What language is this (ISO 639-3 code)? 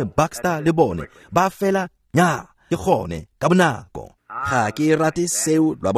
tsn